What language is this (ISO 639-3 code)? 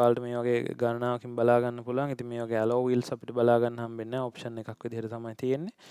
sin